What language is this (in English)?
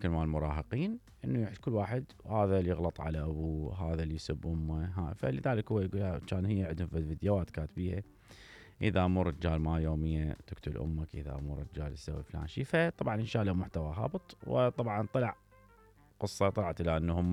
Mesopotamian Arabic